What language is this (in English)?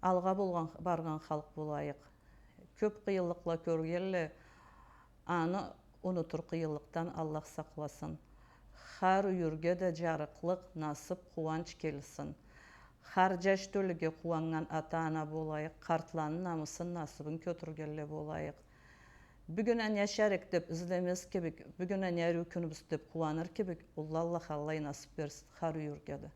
Karachay-Balkar